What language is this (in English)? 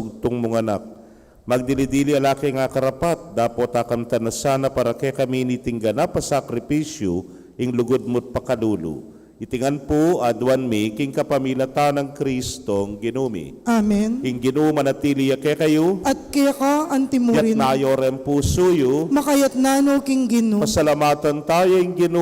Pampanga